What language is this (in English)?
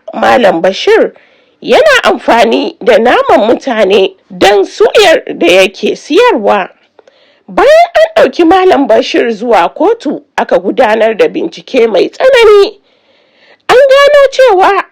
Hausa